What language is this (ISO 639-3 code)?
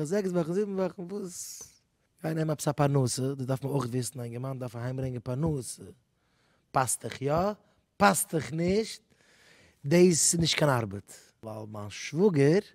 yid